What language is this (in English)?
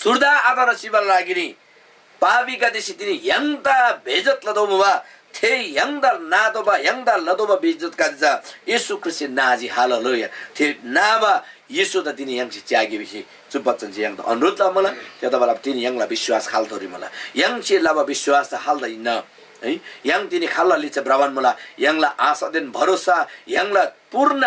Eastern Tamang